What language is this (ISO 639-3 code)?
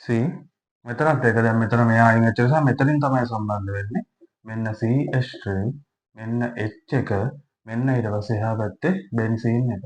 sin